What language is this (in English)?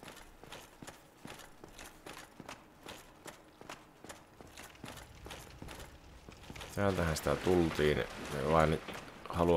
Finnish